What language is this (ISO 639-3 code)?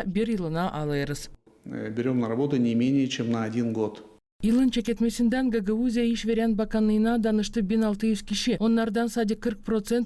gag